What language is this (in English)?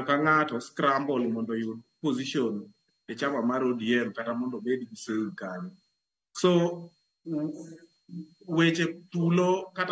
Luo (Kenya and Tanzania)